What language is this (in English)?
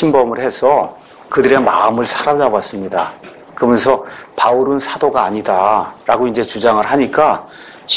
Korean